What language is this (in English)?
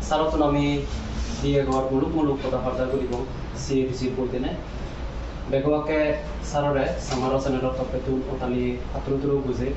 Chakma